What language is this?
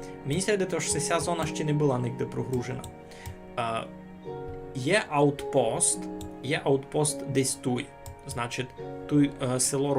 Rusyn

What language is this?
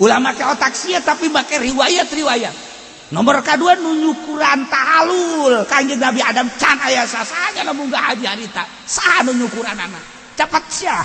Sundanese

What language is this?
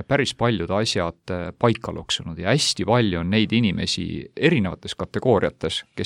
Estonian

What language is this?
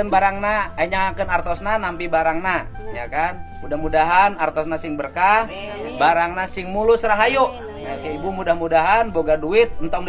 Sundanese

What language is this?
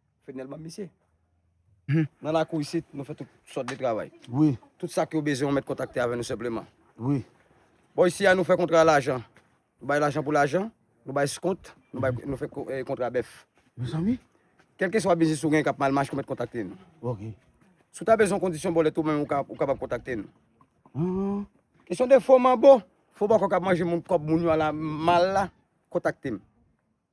Haitian Creole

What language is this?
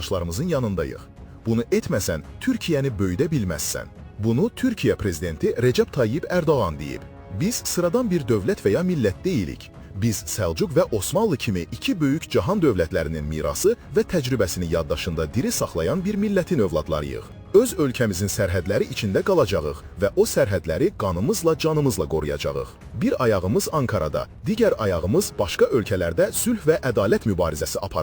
Azerbaijani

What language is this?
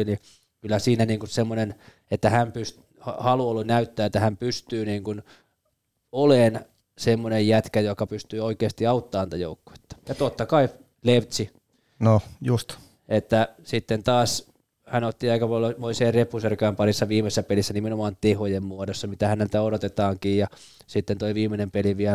Finnish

